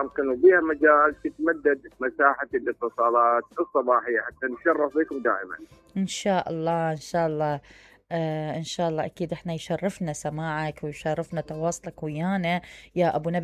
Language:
Mesopotamian Arabic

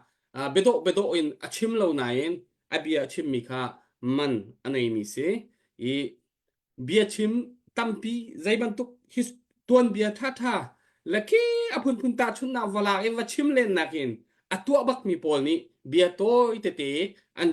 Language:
Hakha Chin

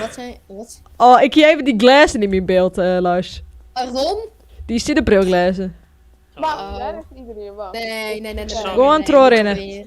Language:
Western Frisian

